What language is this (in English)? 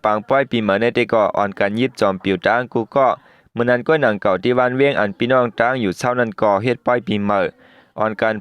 Shan